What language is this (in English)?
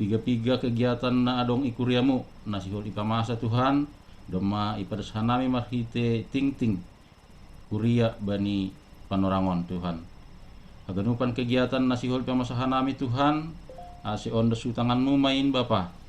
Batak Simalungun